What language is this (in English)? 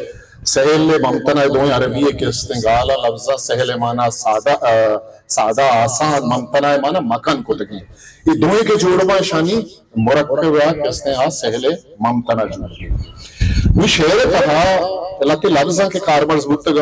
Baluchi